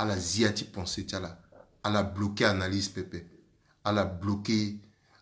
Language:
Sango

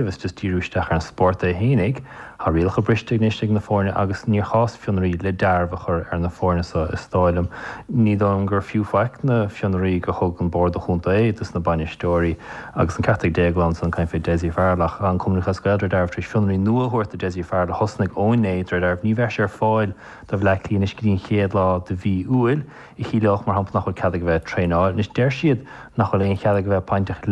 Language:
Irish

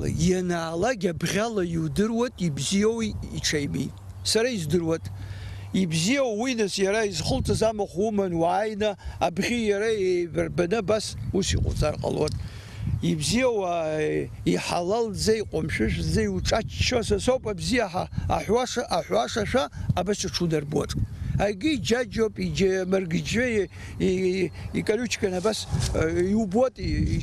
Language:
Abkhazian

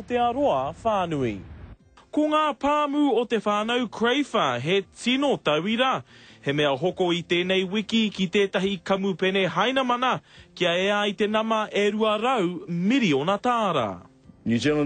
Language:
Māori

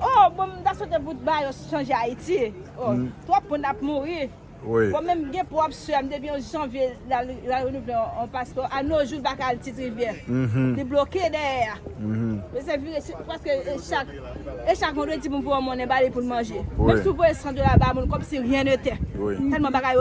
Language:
Haitian Creole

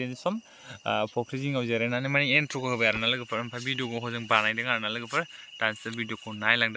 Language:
Bodo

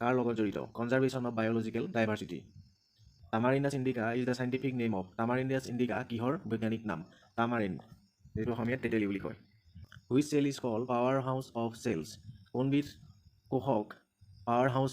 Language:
Assamese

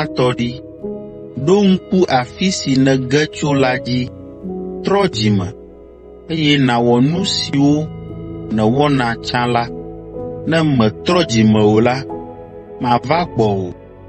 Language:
Ewe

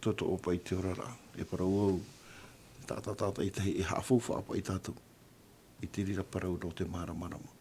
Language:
Tahitian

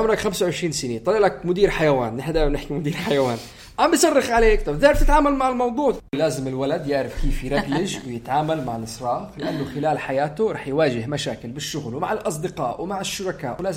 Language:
North Levantine Arabic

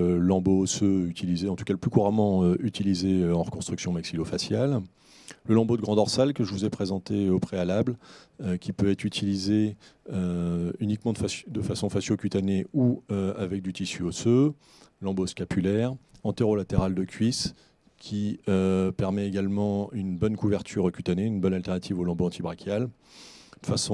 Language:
French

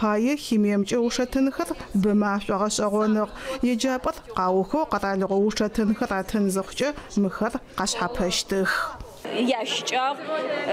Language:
Adyghe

